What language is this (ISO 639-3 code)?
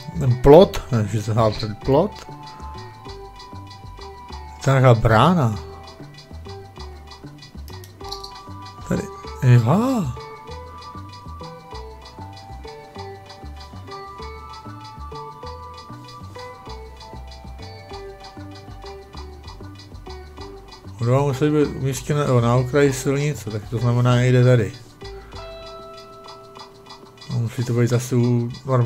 ces